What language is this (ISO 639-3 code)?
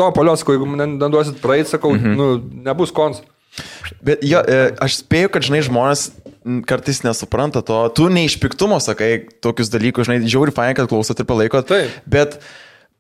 lit